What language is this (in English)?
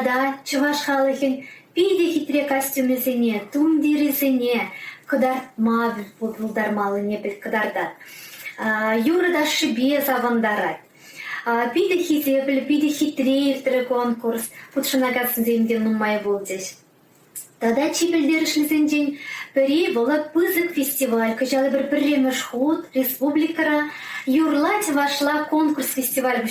Chuvash